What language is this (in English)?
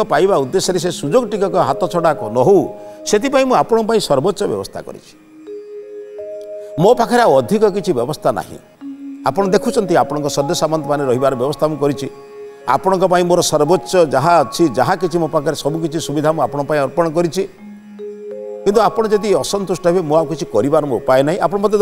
Odia